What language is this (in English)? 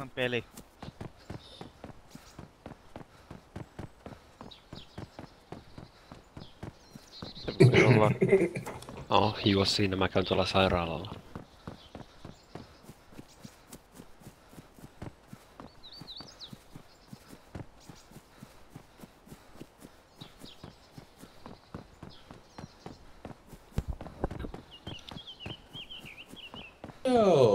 Finnish